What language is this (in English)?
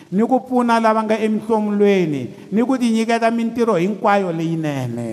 Tsonga